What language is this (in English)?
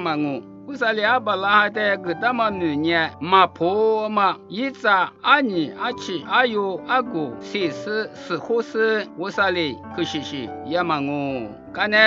Lisu